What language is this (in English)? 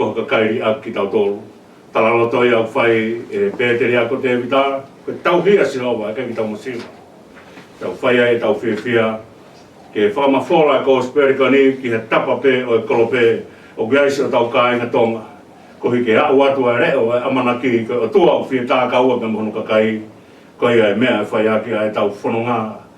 Tongan